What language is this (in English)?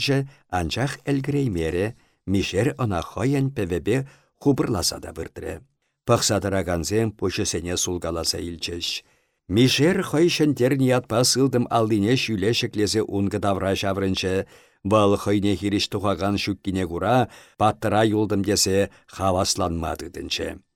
Chuvash